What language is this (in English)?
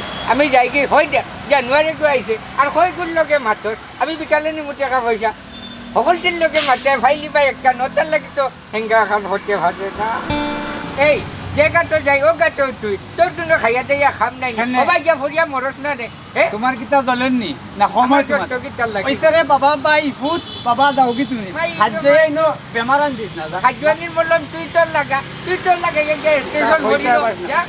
Sylheti